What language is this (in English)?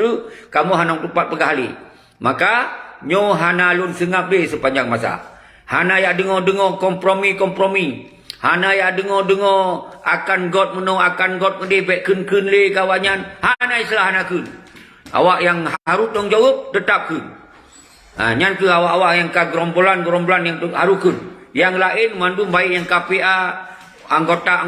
Achinese